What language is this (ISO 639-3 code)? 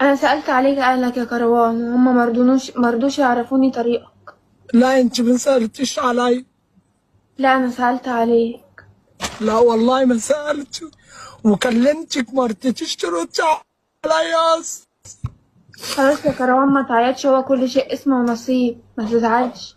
arz